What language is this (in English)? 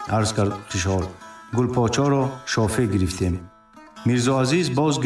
Tajik